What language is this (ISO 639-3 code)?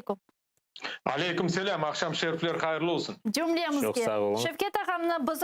crh